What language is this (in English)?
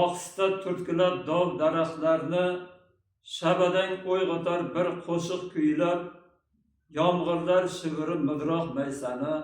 Uzbek